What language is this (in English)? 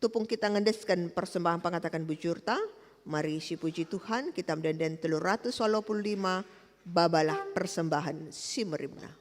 Batak Karo